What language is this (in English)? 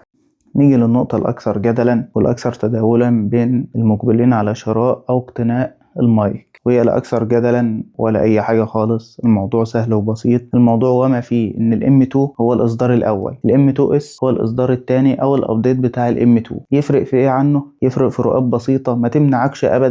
Egyptian Arabic